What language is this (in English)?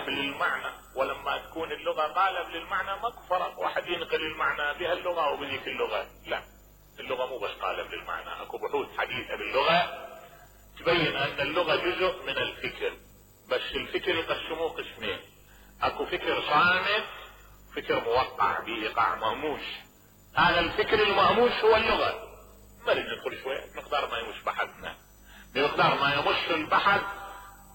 Mesopotamian Arabic